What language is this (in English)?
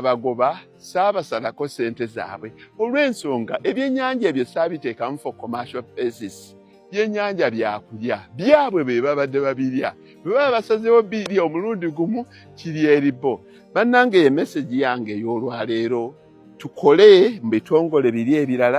Ganda